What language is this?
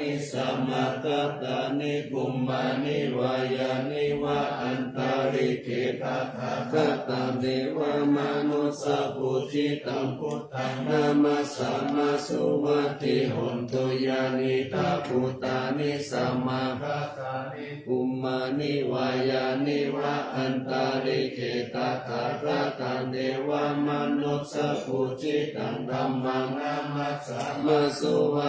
Pali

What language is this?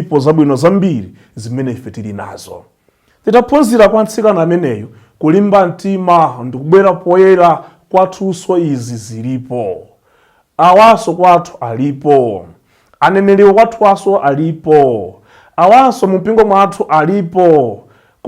Nyanja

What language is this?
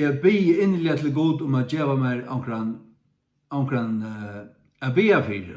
Faroese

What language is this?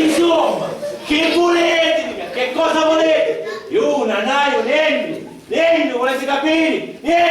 Sicilian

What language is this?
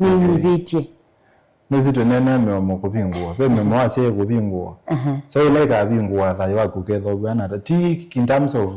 Kamba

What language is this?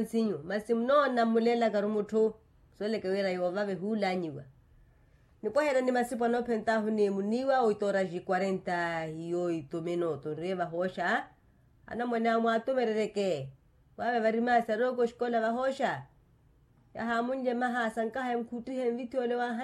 Makhuwa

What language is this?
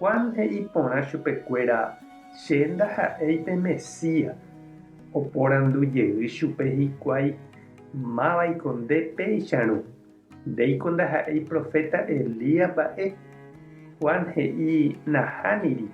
Guarani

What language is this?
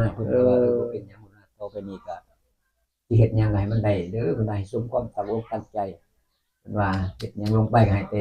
Northeastern Thai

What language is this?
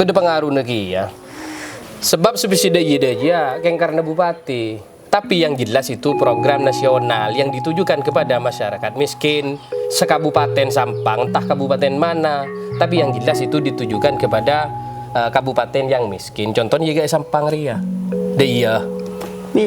Madurese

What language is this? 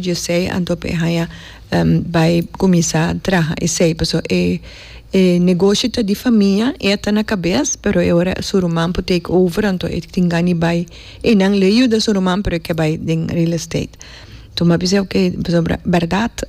Papiamento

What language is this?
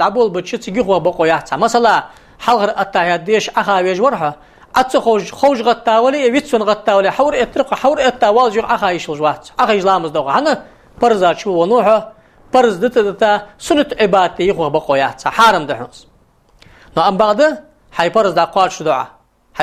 Ingush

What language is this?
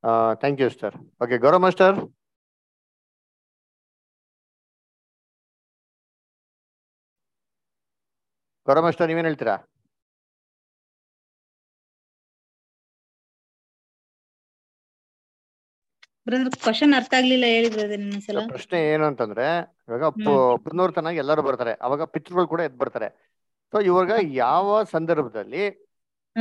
Kannada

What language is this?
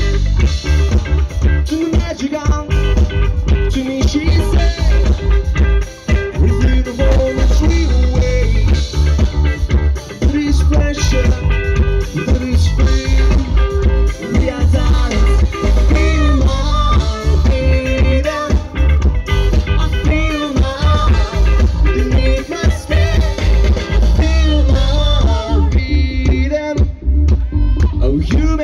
English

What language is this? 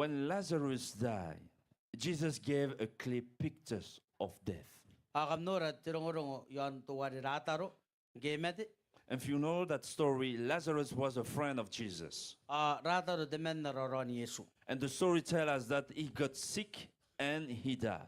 Gilbertese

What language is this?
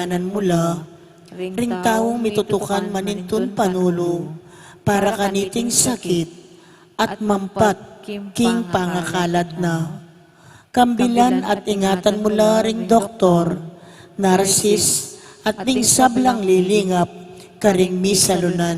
Pampanga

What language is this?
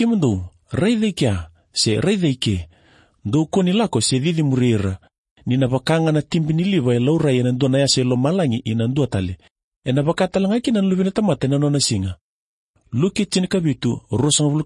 Fijian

